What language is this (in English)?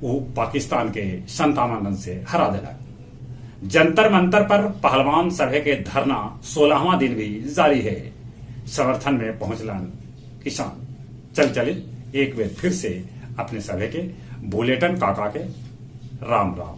Magahi